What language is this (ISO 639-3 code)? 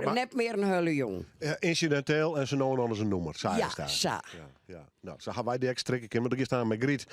fry